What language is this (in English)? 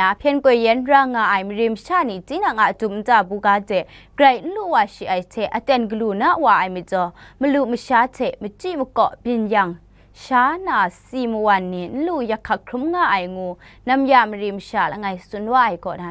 Kachin